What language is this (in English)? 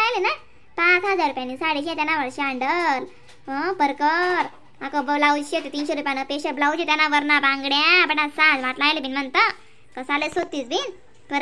Khandesi